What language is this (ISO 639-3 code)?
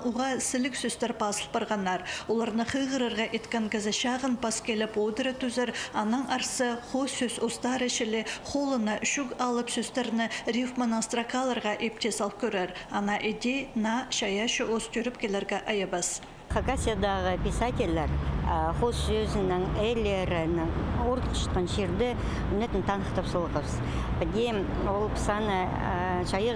kjh